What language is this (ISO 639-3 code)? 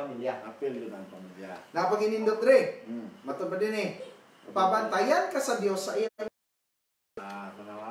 ceb